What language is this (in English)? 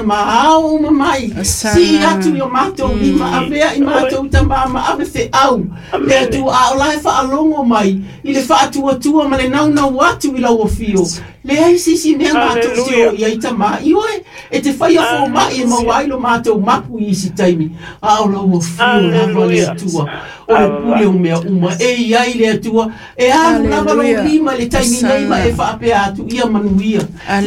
Samoan